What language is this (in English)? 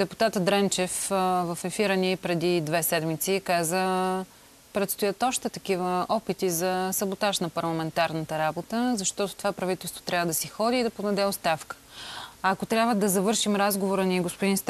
Bulgarian